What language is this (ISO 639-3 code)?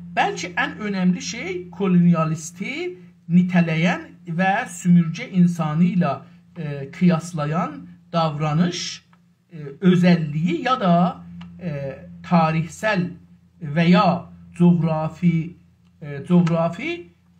azb